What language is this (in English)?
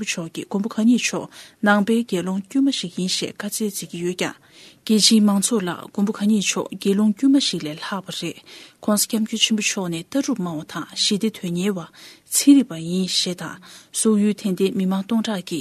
Tibetan